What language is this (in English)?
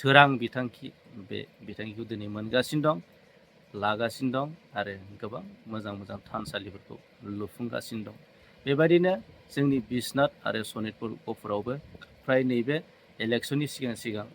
Bodo